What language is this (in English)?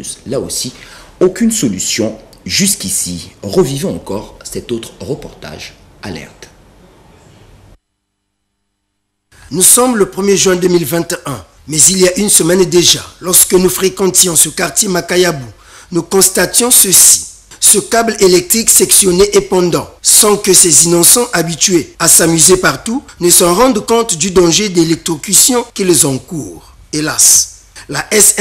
French